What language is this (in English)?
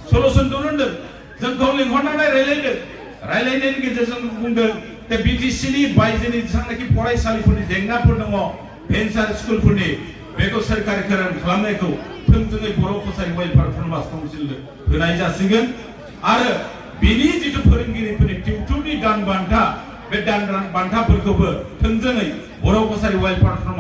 Bodo